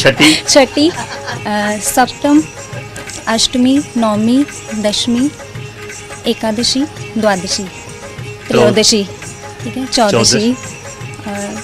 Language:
Dogri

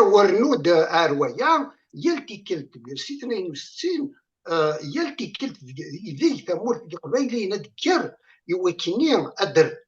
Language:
Kabyle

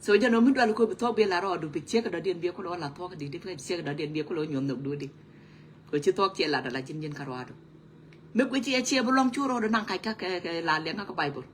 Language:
Nuer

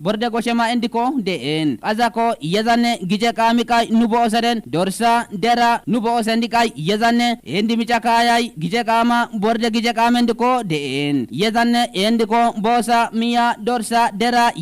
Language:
Kafa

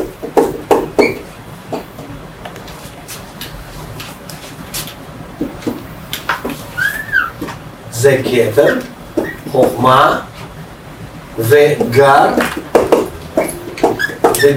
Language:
Hebrew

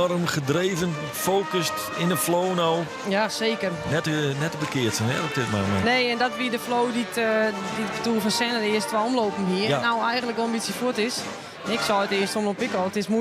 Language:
Western Frisian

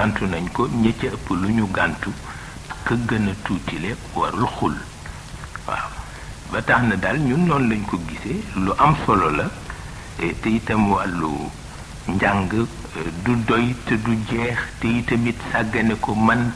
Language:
Wolof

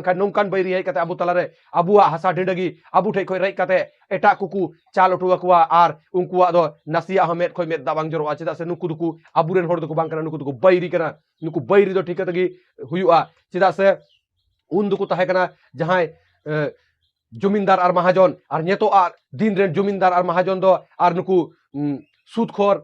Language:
Santali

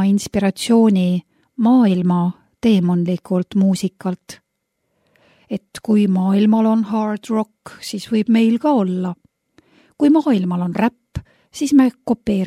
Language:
Estonian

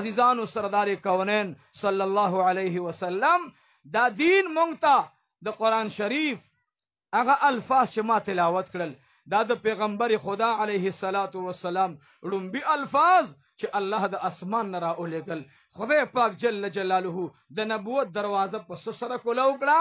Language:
Pashto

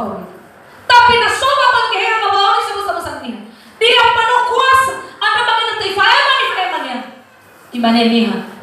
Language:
Nias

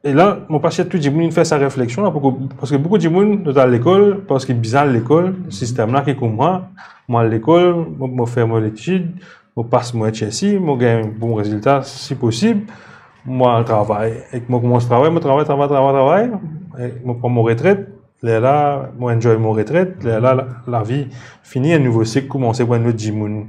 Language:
Morisyen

